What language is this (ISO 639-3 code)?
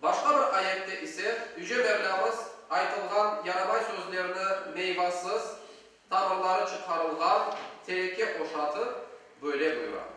crh